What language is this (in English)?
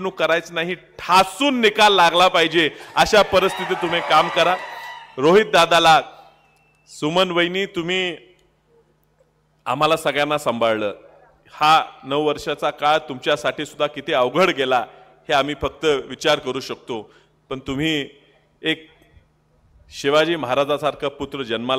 Marathi